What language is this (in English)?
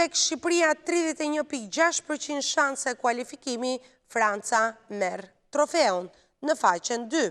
Albanian